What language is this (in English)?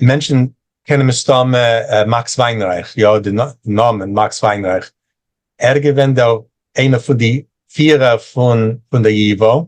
Yiddish